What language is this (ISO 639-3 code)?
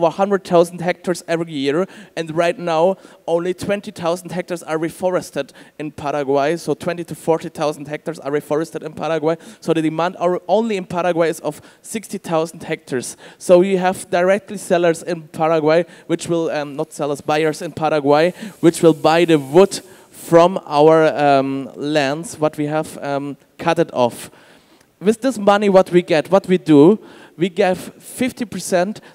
eng